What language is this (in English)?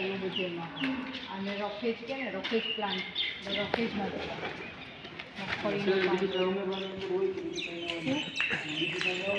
Gujarati